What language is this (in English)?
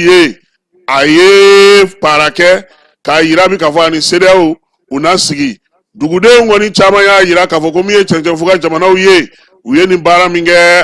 Bambara